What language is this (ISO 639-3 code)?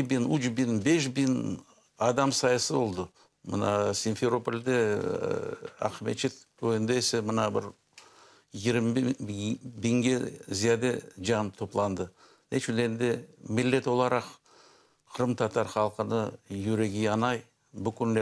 crh